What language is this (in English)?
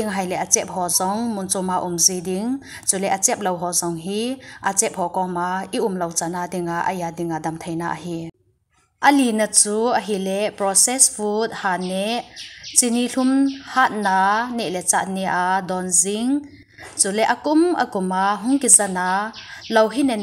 Thado Chin